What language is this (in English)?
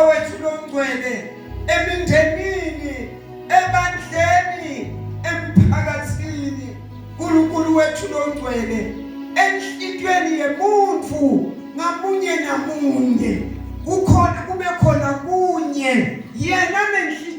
Zulu